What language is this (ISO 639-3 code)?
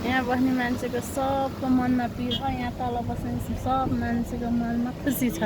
nep